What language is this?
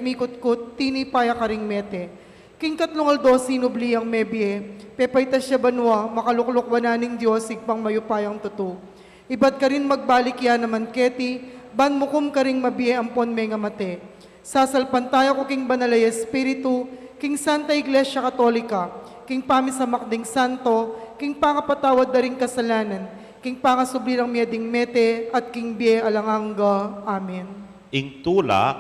Pampanga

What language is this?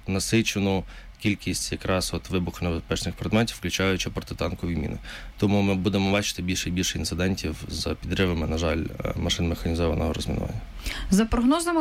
Ukrainian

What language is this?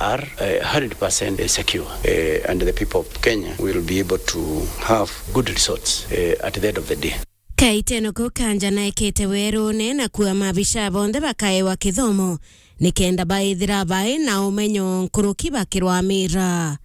Meru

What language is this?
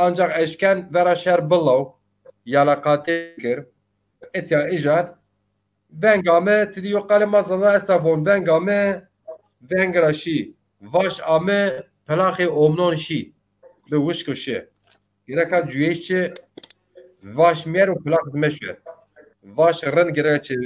Zaza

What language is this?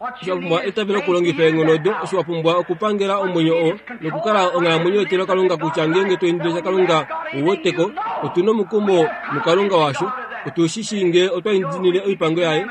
Kuanyama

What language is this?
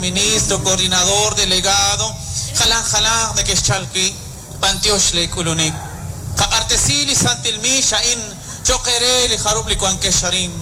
Kekchí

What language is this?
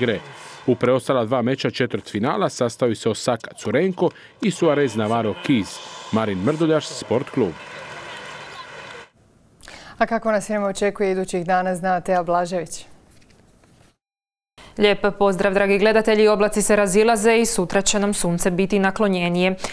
Croatian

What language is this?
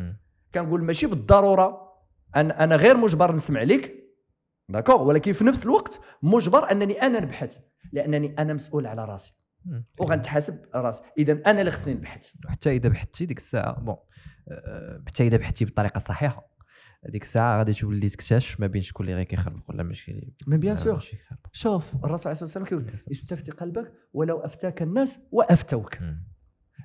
Moroccan Arabic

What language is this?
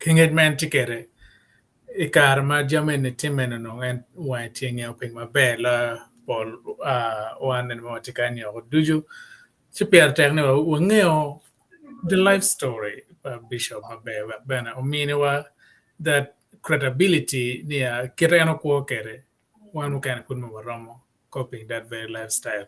Acoli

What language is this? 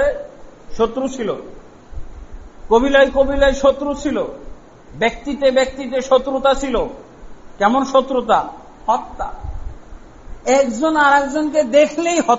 Bangla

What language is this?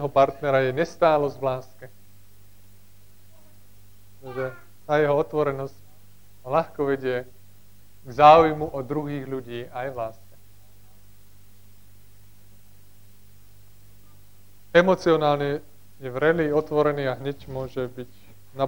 Slovak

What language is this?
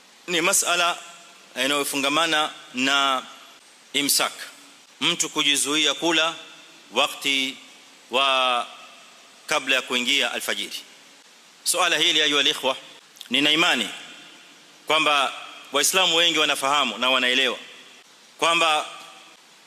Swahili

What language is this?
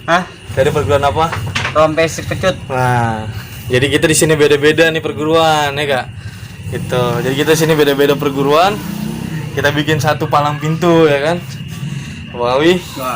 Betawi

